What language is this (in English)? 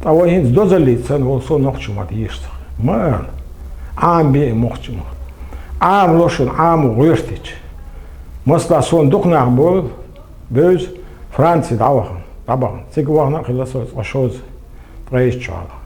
Chechen